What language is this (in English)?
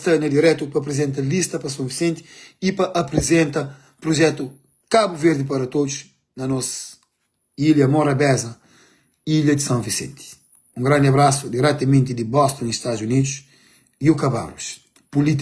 Kabuverdianu